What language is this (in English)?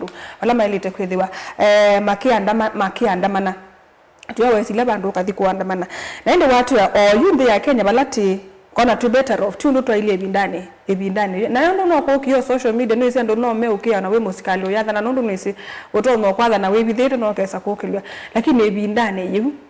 Kamba